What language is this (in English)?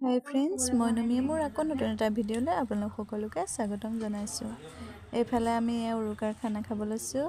Assamese